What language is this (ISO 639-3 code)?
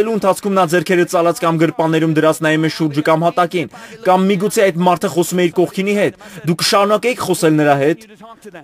hye